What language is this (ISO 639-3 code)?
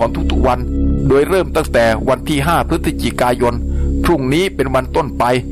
tha